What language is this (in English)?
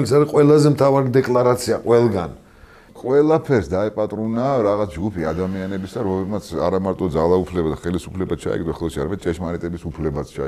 Georgian